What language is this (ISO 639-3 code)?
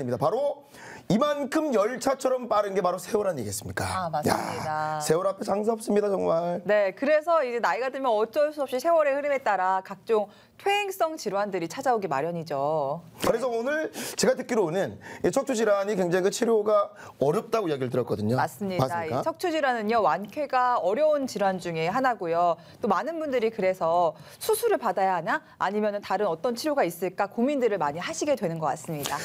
kor